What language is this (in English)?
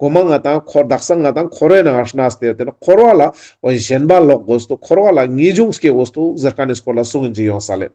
Ladakhi